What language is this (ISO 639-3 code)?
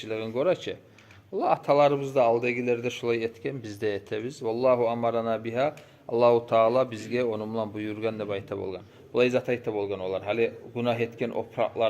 kum